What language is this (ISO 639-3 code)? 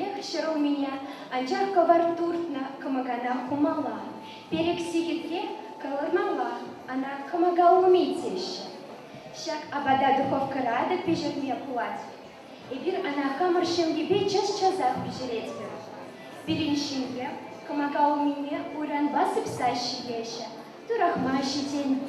chv